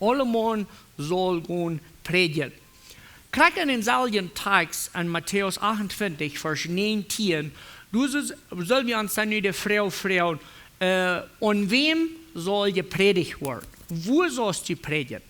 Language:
Plautdietsch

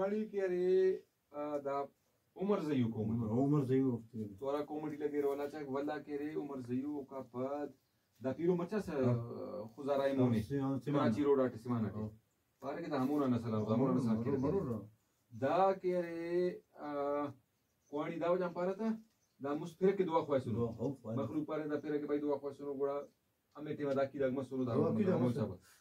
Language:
Brahui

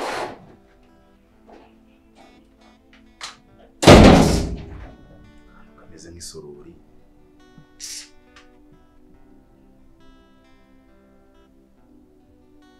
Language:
Kinyarwanda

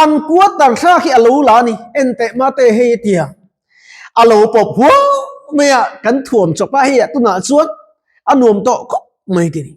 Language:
Mizo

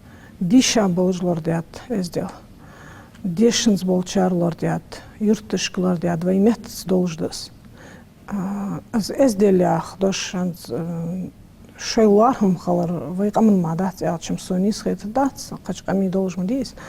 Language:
Ingush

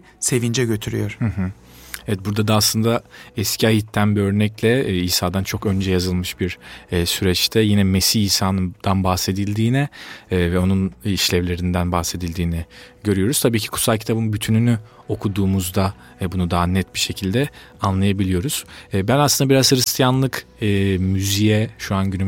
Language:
Turkish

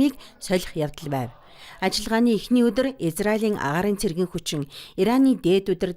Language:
Mongolian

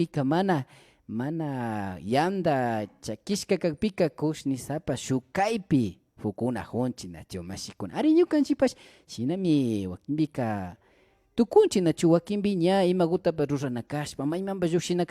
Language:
Imbabura Highland Quichua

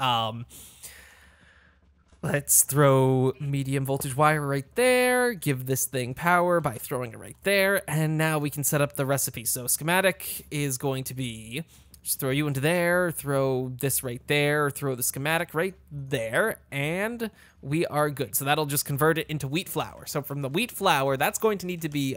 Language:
English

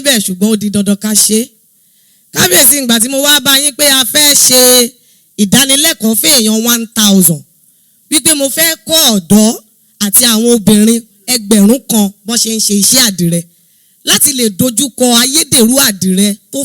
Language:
Yoruba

